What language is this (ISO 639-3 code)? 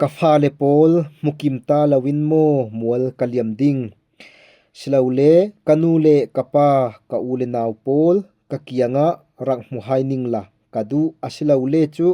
cfm